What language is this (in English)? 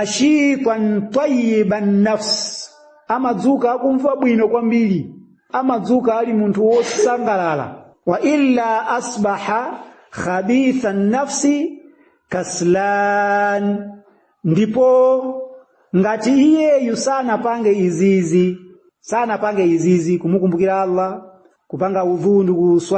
Nyanja